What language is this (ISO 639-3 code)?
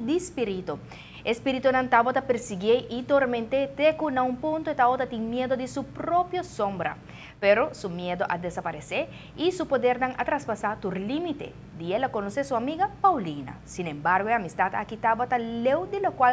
pap